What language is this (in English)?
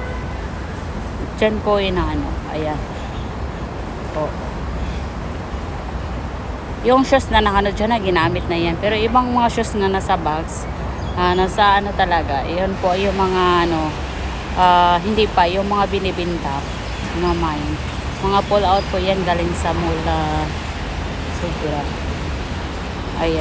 Filipino